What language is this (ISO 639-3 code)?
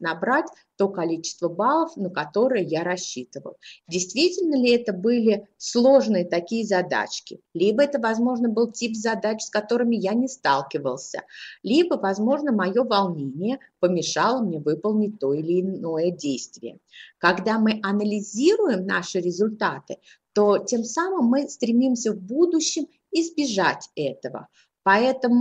rus